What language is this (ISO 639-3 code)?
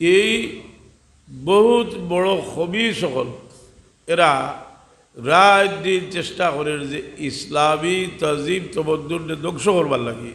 syl